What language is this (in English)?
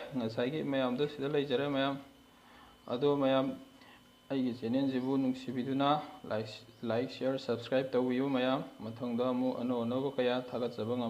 Manipuri